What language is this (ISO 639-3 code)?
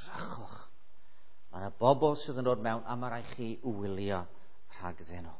cym